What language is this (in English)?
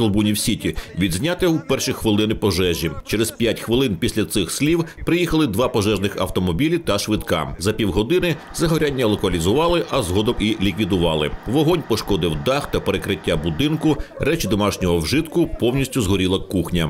Ukrainian